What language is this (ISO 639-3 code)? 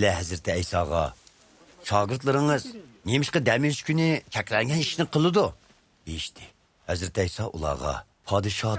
uig